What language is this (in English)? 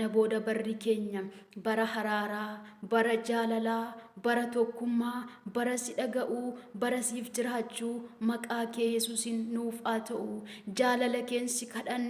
Oromo